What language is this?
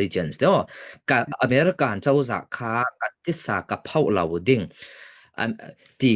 Falam Chin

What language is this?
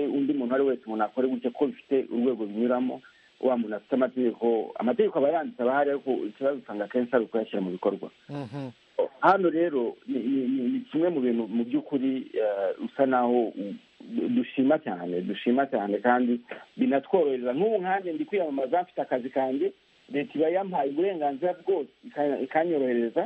Kinyarwanda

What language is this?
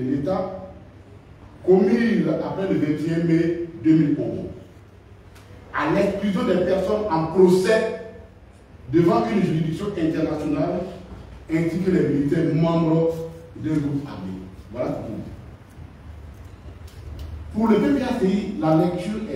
French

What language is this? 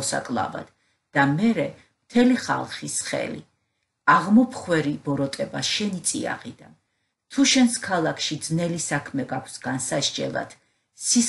Georgian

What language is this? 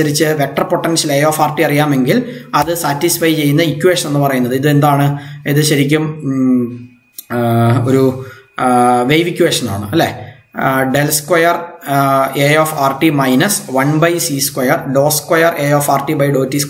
Malayalam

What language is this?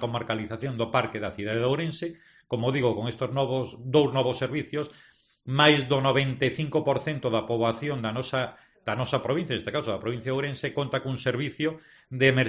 Galician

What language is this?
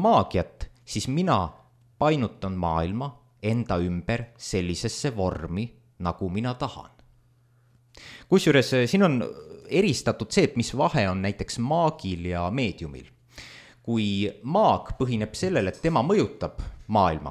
Estonian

